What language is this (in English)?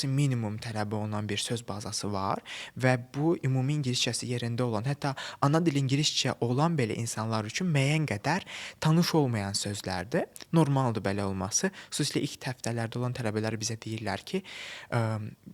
Azerbaijani